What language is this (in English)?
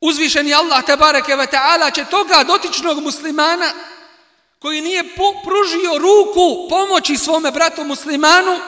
Bosnian